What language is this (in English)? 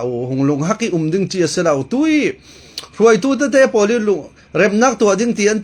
Falam Chin